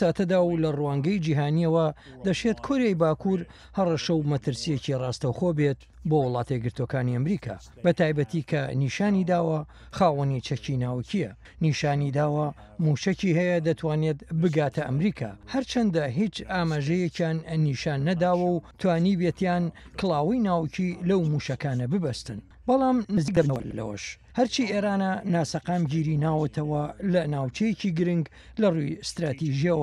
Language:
Central Kurdish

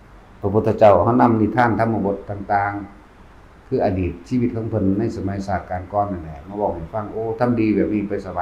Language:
Northeastern Thai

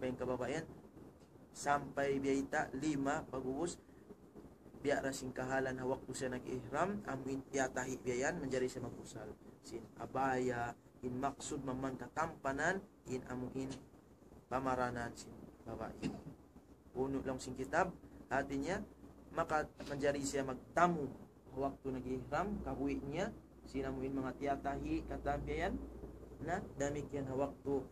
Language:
Tausug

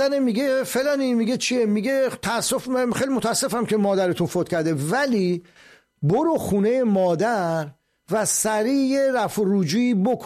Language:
Persian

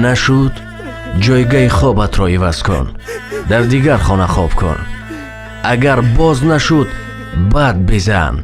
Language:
Tajik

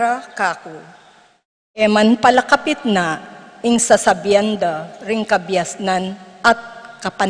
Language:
Pampanga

